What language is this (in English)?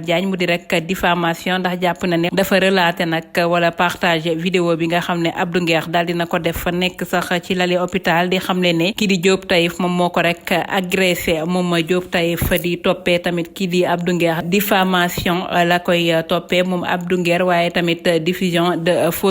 Wolof